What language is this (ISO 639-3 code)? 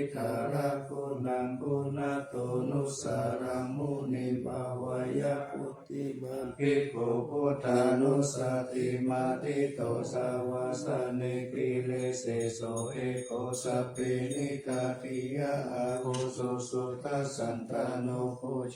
pli